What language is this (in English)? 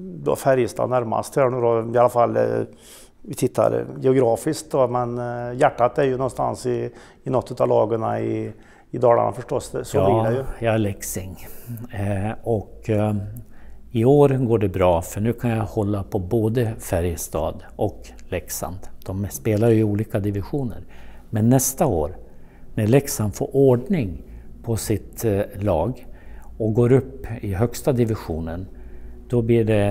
Swedish